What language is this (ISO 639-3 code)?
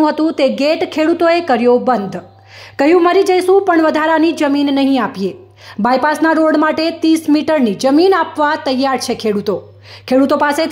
guj